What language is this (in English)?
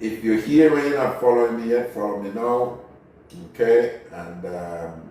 Jamaican Creole English